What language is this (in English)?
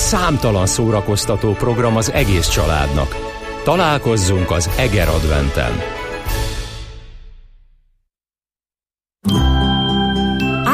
Hungarian